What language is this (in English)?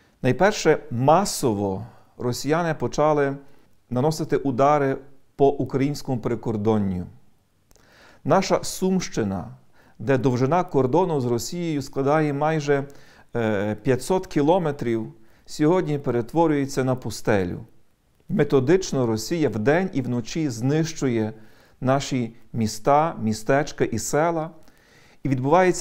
Ukrainian